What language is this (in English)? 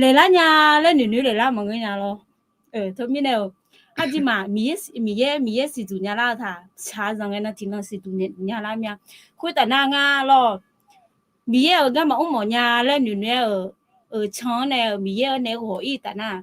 Akha